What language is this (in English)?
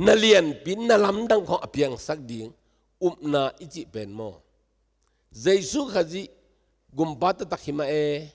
Tedim Chin